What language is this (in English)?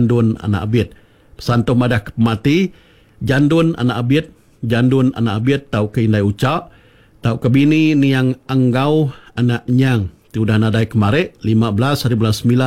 Iban